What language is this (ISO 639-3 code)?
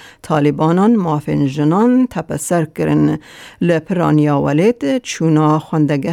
kur